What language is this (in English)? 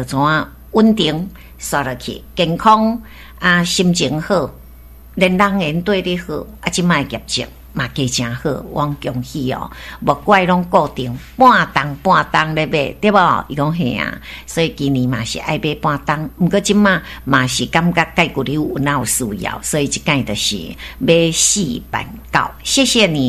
Min Nan Chinese